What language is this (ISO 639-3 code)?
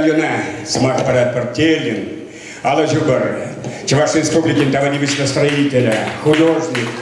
chv